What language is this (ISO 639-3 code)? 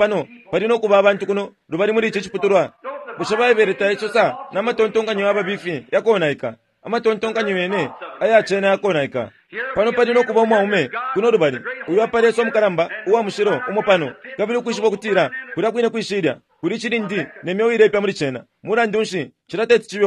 bem